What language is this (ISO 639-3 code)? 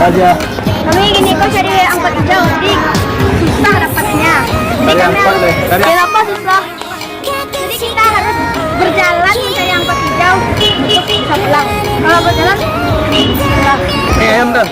min